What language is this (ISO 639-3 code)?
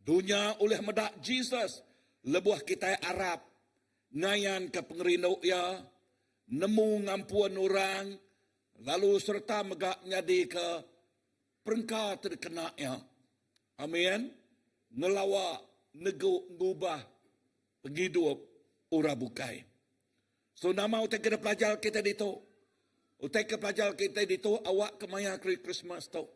iba